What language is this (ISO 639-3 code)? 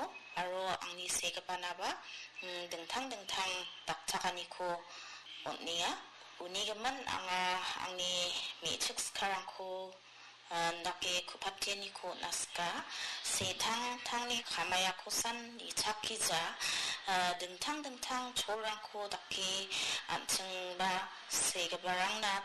grt